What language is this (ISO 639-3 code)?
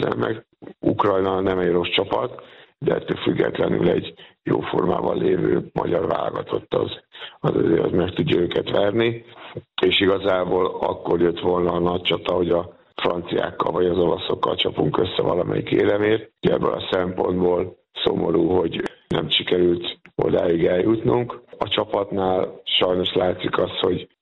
hun